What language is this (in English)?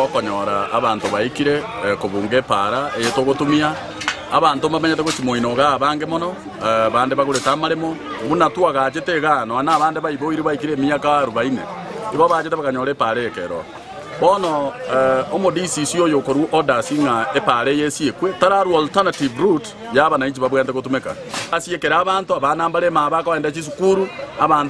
Gusii